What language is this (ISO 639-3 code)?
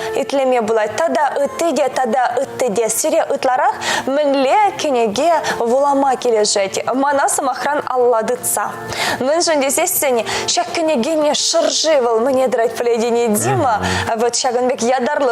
chv